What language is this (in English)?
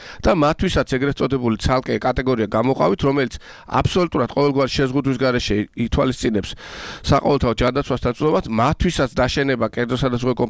Georgian